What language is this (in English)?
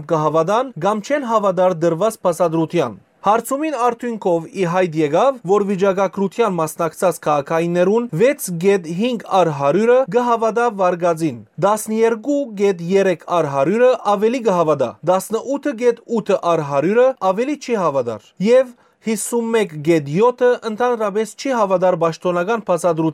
Western Armenian